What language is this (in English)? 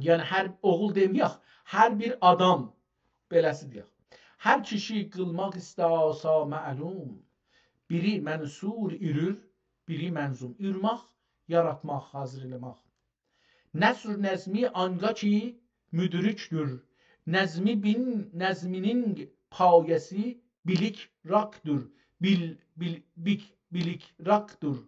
South Azerbaijani